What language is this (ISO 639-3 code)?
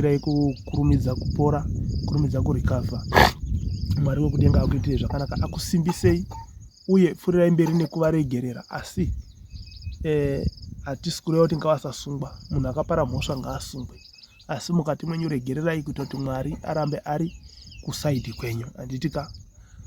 sna